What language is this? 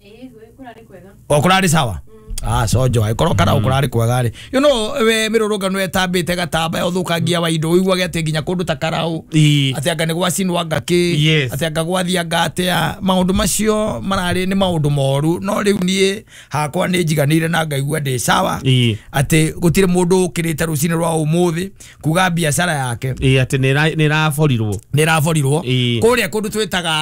Kikuyu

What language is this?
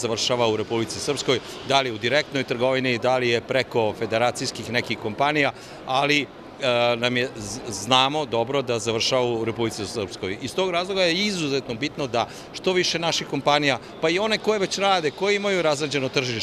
Bosnian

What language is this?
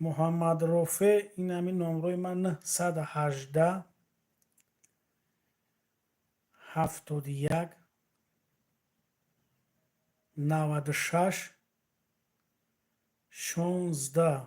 Tajik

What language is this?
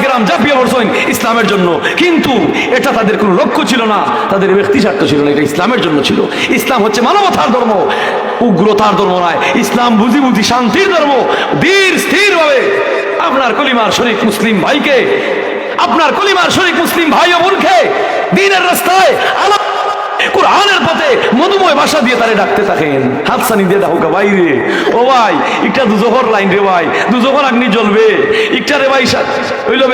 Sylheti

